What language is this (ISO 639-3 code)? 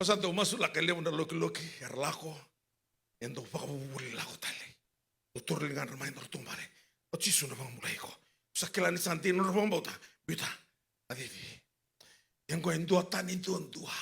fij